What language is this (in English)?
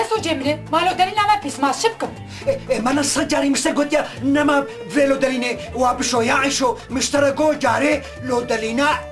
Kurdish